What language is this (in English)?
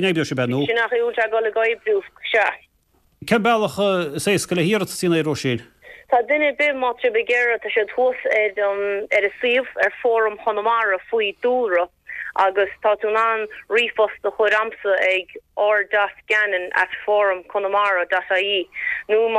Irish